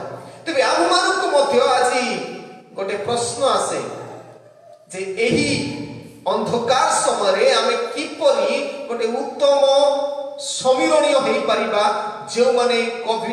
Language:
Odia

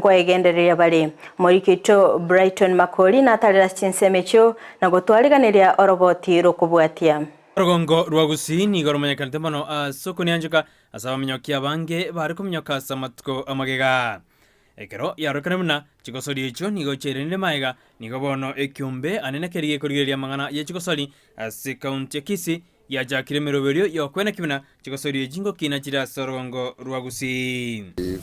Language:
Gusii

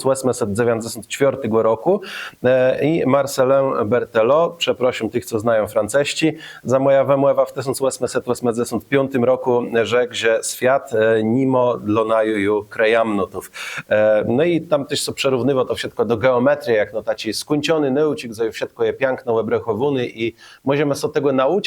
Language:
Kashubian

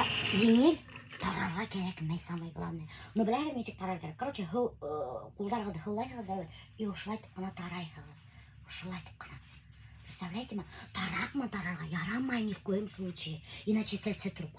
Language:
Bashkir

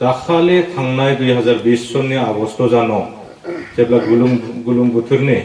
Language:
Bodo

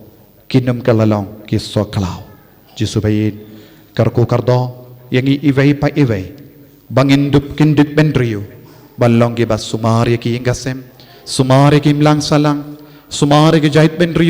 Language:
Khasi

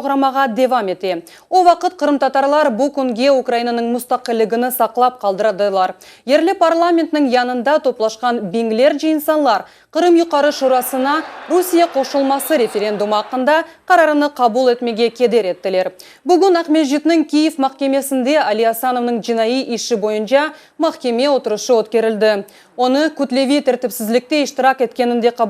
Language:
Crimean Tatar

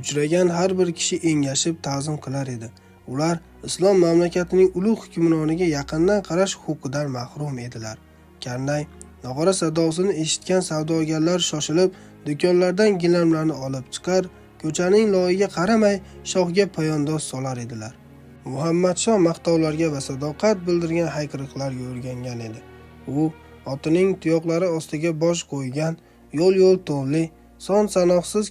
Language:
Uzbek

